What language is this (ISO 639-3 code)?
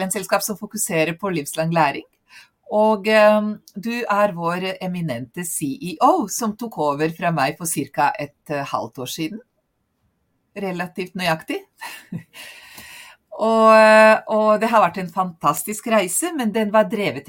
nor